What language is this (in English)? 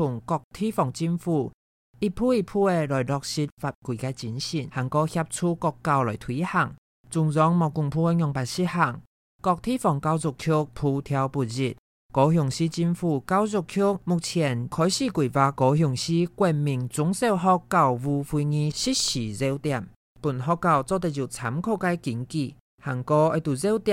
Hakka Chinese